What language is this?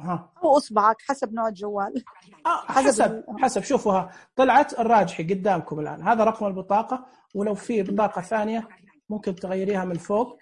Najdi Arabic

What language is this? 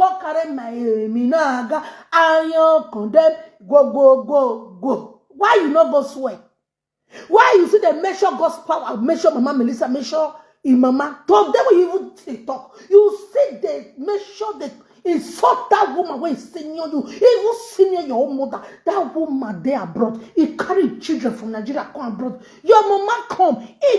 Nigerian Pidgin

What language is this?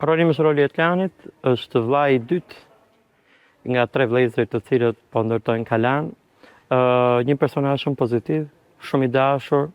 Albanian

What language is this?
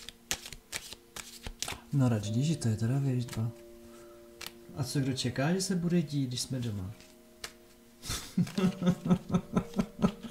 Czech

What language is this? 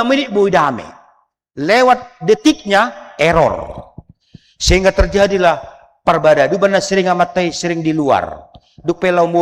Batak Toba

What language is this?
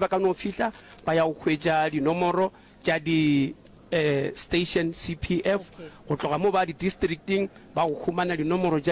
Northern Sotho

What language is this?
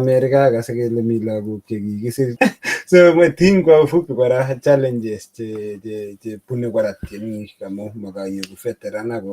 Kalenjin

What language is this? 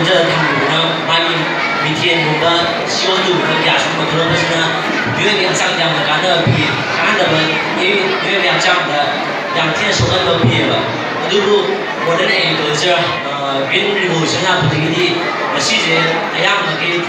Manipuri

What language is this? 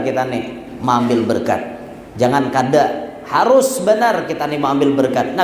Banjar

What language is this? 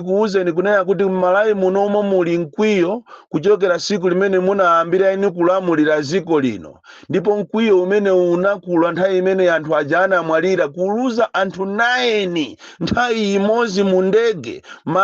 Nyanja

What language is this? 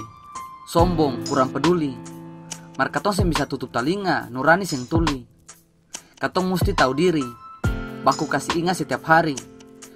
Ambonese Malay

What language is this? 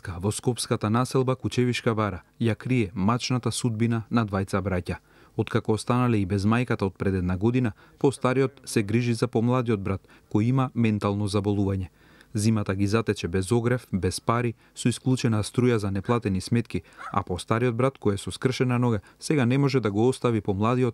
Macedonian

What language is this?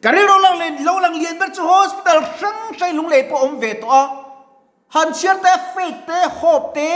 Mizo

